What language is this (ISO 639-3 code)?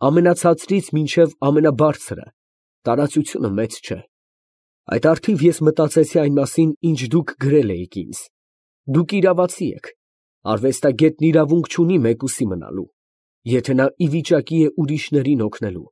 hye